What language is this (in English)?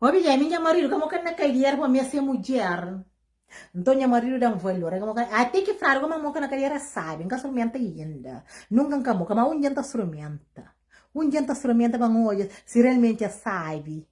Kabuverdianu